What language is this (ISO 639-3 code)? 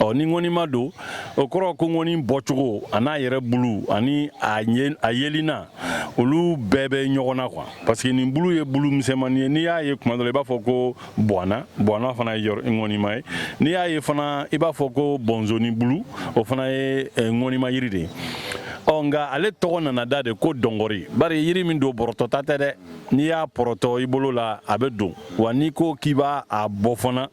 bam